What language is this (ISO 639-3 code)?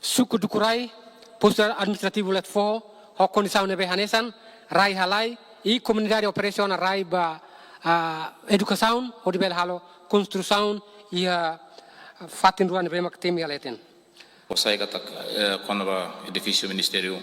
tet